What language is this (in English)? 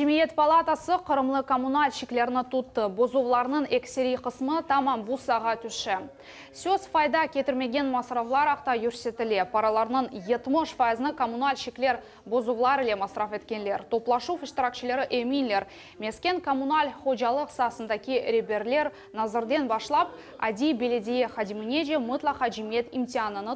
Crimean Tatar